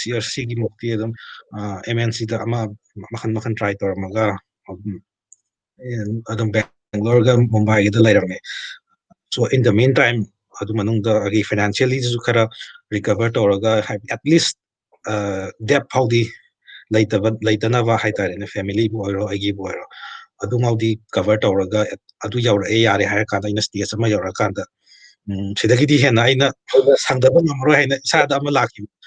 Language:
Manipuri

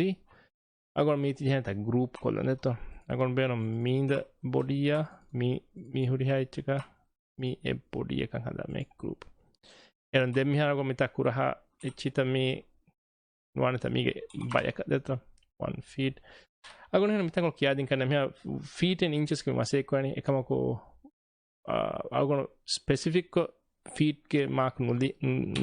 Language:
Divehi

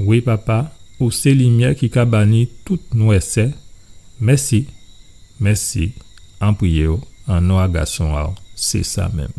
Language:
Guadeloupean Creole French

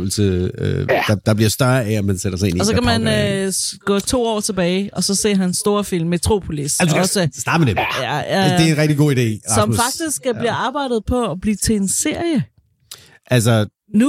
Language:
Danish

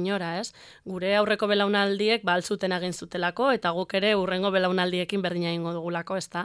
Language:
Basque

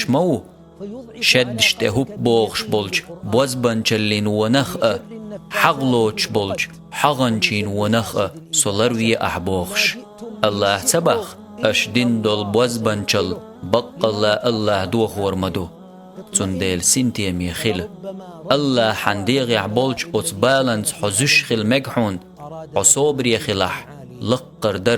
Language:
Chechen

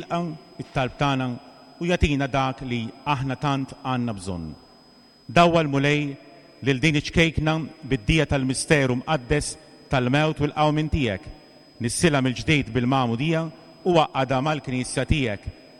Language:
Maltese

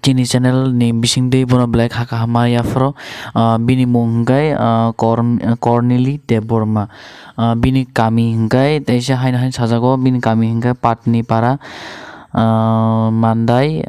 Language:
Kok Borok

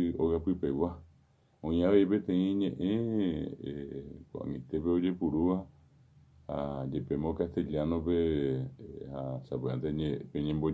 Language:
Guarani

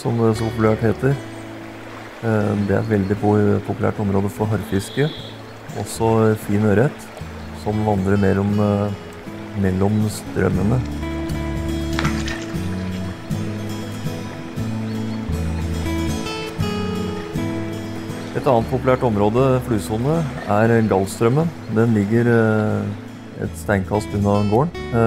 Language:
Norwegian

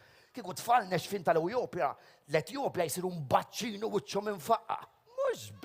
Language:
Maltese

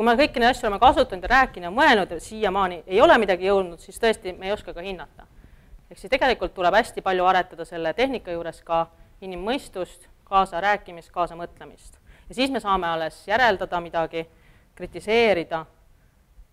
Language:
Estonian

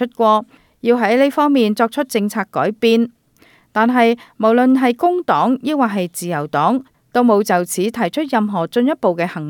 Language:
Cantonese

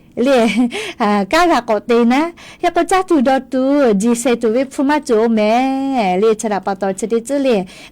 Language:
Lahu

